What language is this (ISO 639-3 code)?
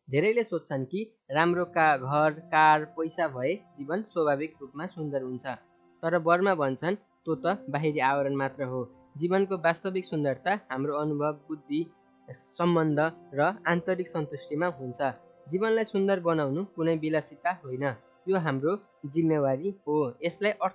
nep